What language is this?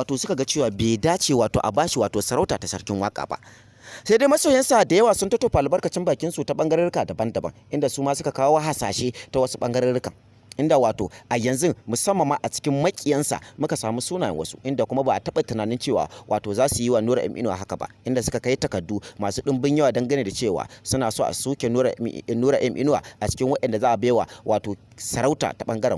Hausa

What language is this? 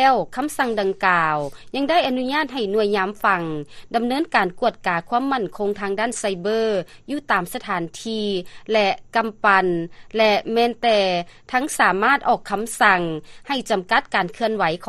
Lao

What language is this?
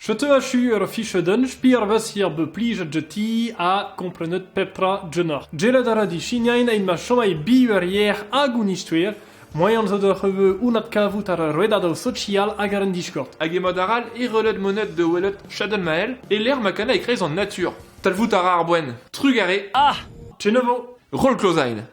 Breton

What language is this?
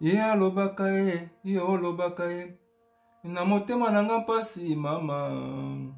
Lingala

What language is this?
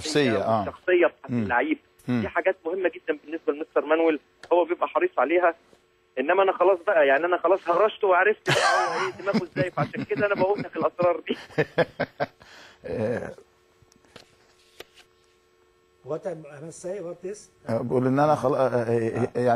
Egyptian Arabic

